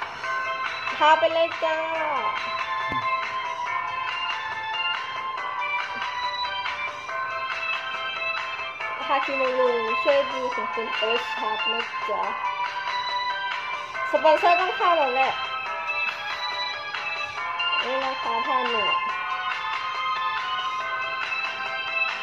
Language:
Thai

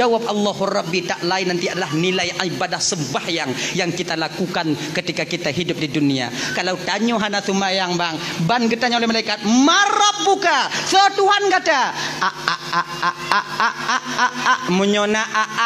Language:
Achinese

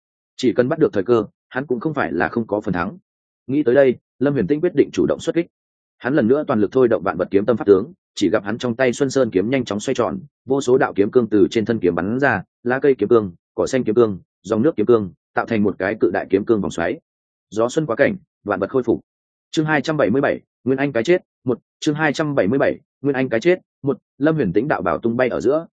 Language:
Vietnamese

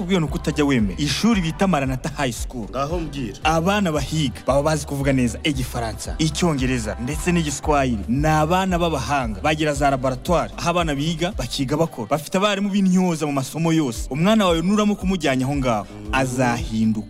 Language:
Kinyarwanda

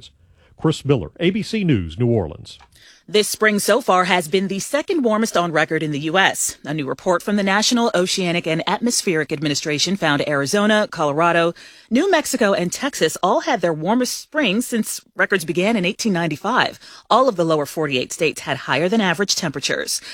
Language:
English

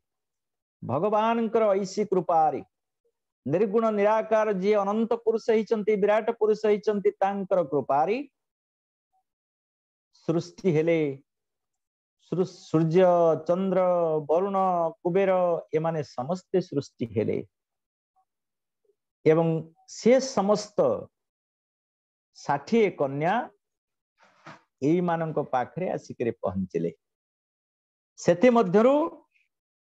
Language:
Odia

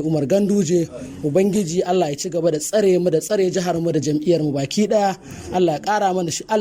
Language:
Hausa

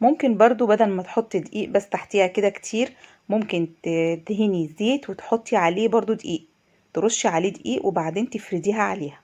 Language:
Egyptian Arabic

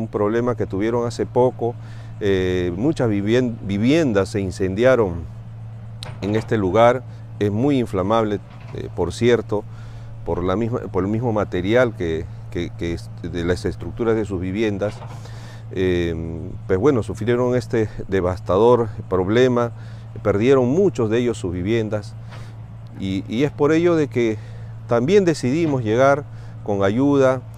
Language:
Spanish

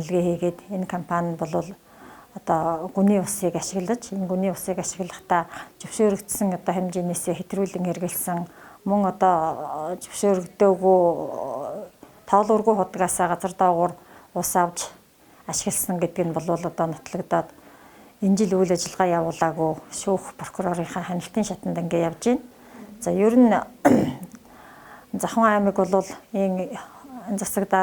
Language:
Mongolian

